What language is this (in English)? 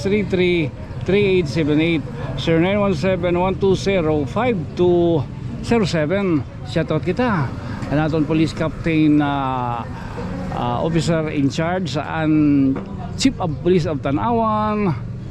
Waray